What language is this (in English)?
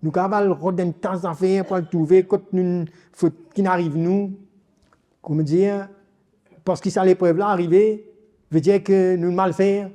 Morisyen